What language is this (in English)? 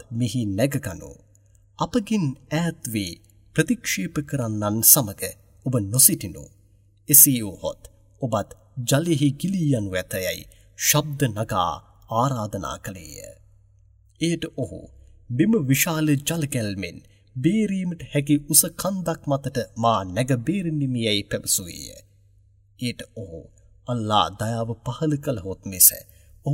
Sinhala